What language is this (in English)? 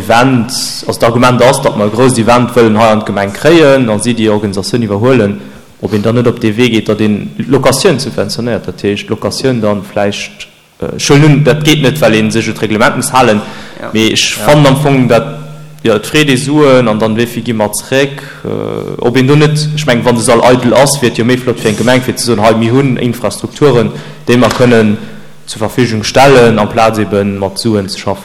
Luxembourgish